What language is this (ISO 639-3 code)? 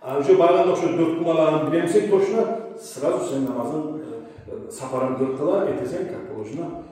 kum